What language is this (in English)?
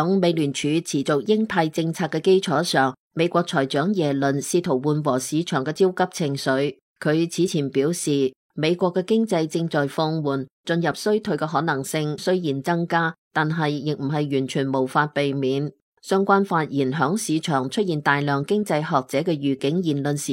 Cantonese